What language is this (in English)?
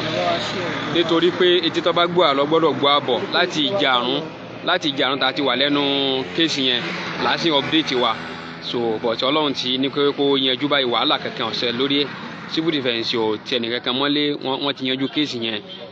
Yoruba